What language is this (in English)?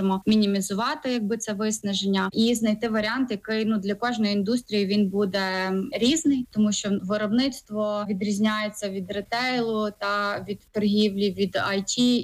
Ukrainian